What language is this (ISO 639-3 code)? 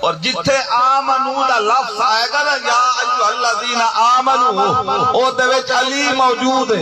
skr